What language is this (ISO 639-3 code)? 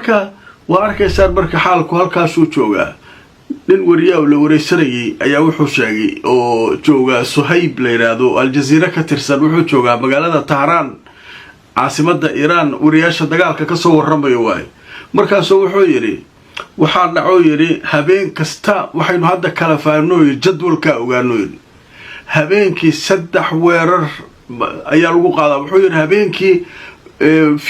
som